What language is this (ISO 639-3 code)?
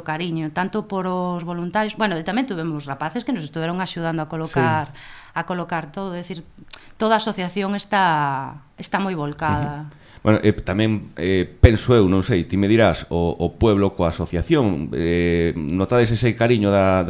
glg